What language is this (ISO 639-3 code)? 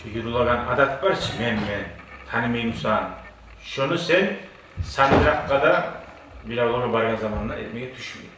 kum